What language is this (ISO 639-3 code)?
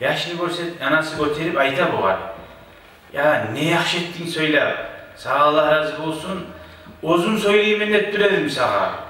kum